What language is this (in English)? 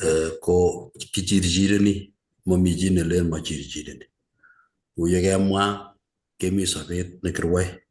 Kalenjin